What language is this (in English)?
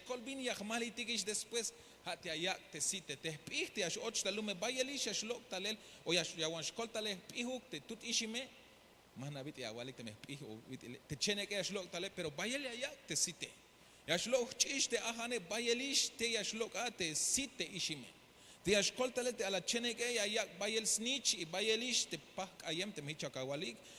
Tzeltal